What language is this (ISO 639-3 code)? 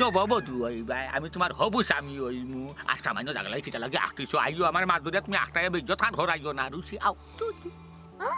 syl